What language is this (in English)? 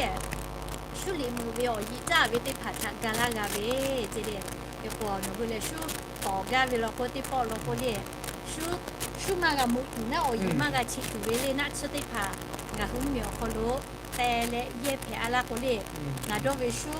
Lahu